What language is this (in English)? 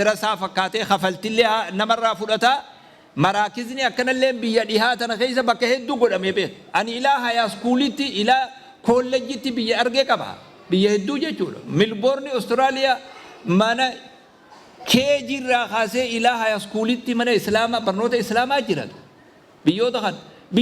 Oromo